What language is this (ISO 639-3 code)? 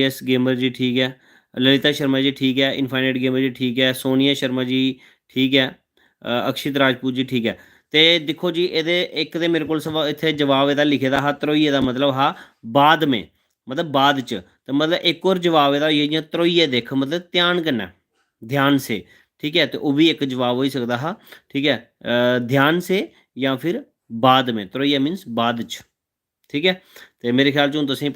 doi